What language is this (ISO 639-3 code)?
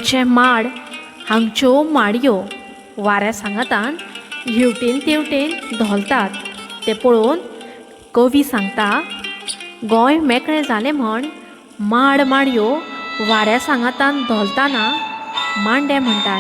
kok